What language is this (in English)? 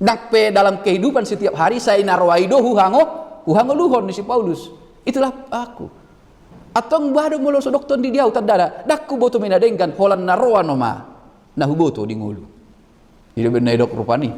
Batak Toba